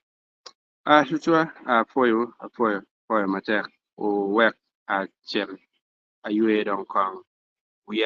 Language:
Acoli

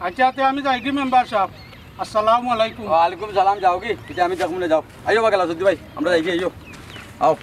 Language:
Sylheti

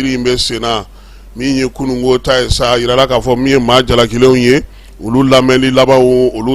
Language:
Bambara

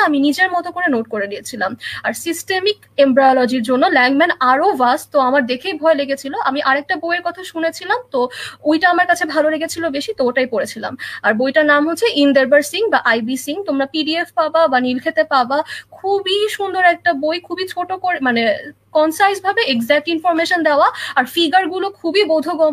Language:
Bangla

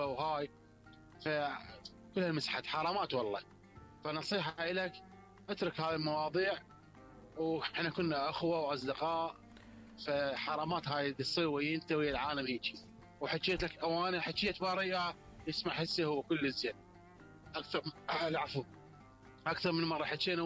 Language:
Mesopotamian Arabic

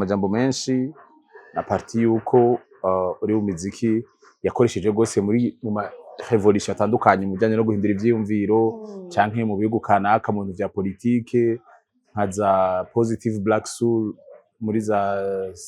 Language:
Rundi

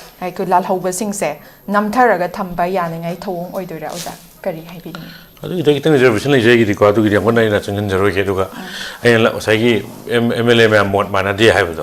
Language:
Manipuri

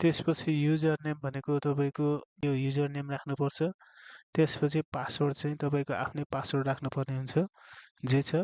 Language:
Nepali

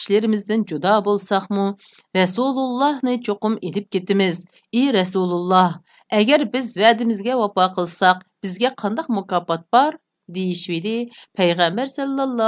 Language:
Uyghur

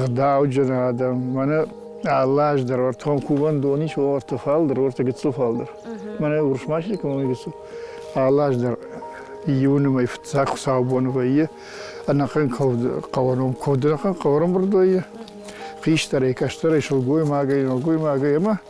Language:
Ossetic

